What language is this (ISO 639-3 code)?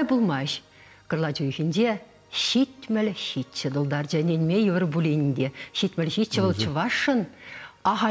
chv